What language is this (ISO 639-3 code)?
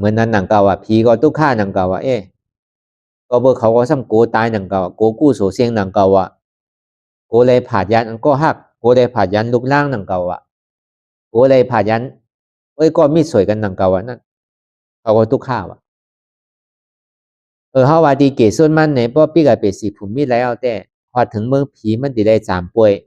shn